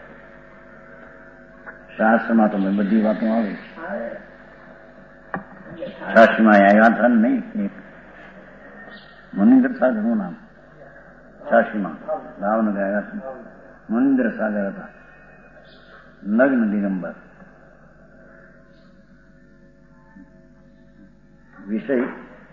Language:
Gujarati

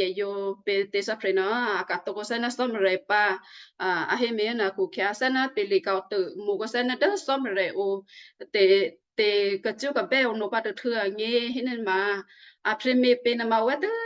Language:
Western Kayah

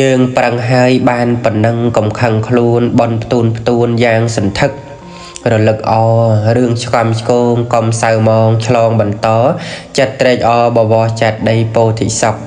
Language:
Khmer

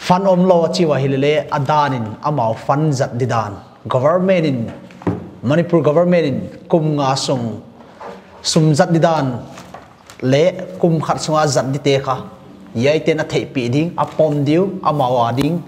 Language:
Paite Chin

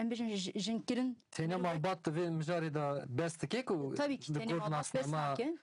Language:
Kurdish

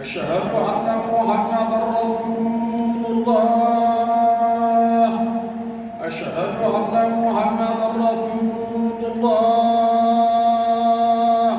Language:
Fula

